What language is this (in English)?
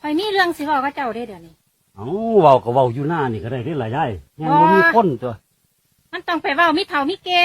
Northeastern Thai